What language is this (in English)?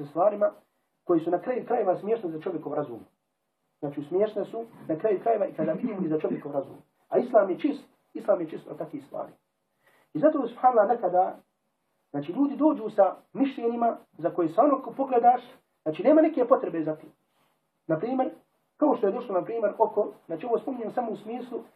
Bosnian